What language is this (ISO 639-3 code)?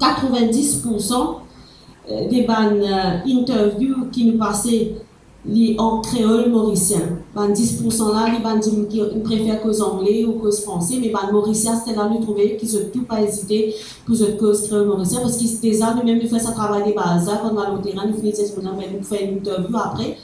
mfe